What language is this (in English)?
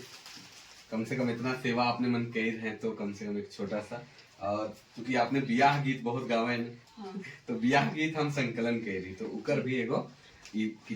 Sadri